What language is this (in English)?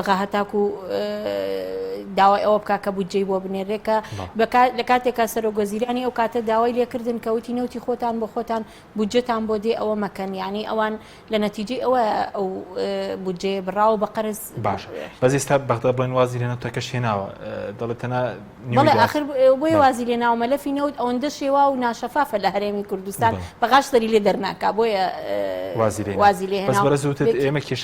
Central Kurdish